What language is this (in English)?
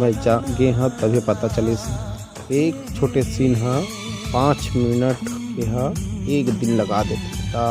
Chhattisgarhi